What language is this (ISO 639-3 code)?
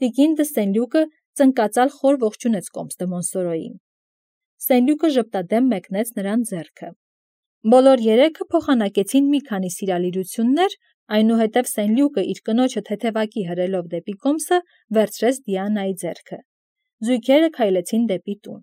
hye